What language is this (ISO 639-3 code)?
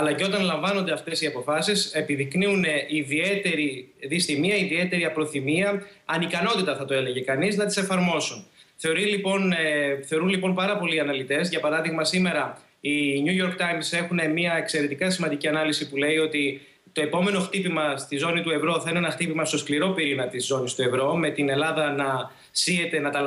ell